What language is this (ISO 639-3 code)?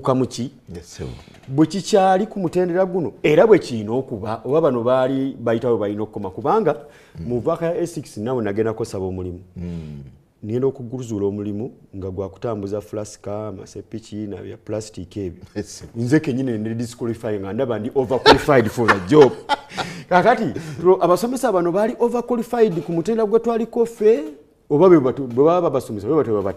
lug